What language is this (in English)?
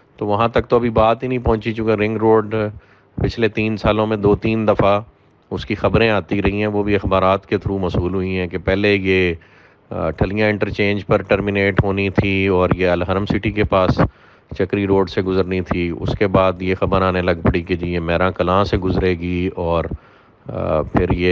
Urdu